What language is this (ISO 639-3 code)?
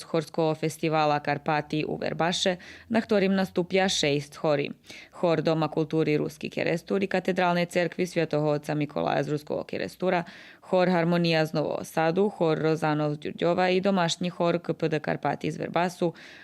rue